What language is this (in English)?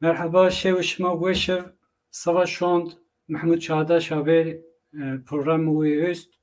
Zaza